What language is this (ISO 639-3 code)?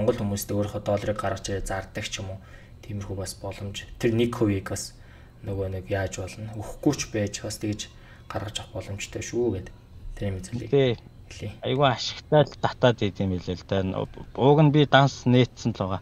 mon